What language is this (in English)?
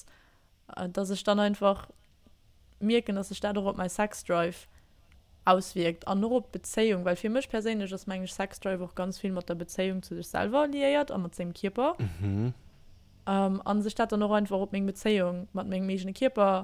Luxembourgish